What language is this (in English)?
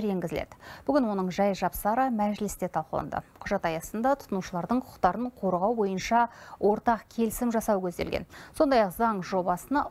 Kazakh